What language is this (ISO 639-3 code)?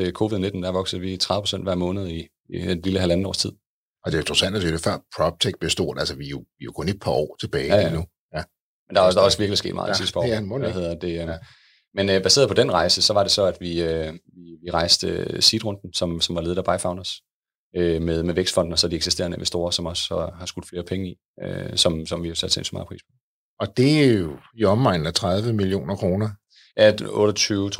dan